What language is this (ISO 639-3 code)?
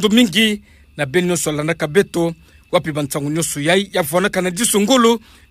ktu